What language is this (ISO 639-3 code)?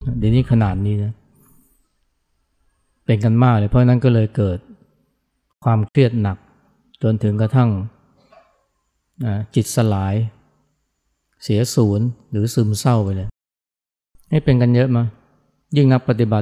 tha